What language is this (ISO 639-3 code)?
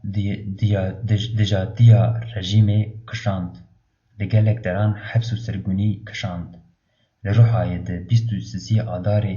kur